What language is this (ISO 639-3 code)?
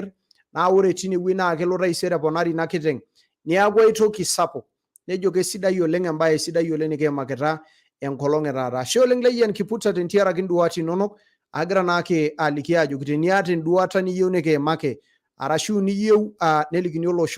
mas